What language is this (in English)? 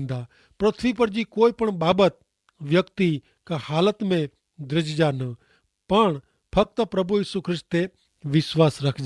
Kachhi